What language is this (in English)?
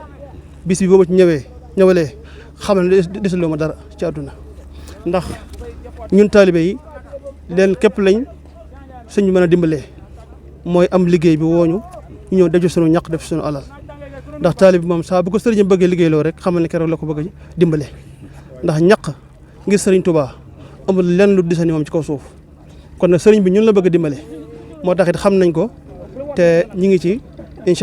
Wolof